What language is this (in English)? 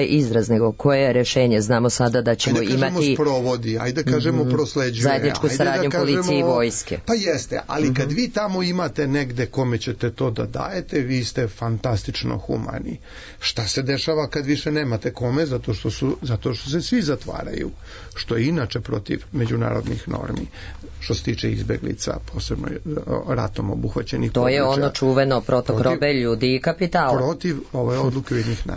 Serbian